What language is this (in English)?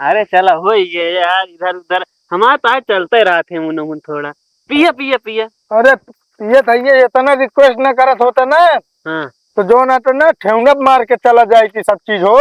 Awadhi